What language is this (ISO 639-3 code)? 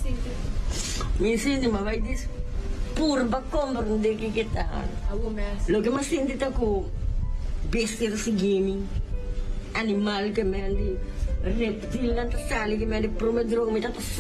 pap